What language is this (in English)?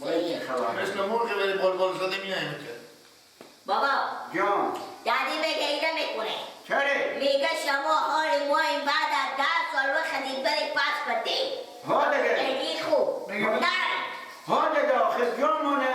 Persian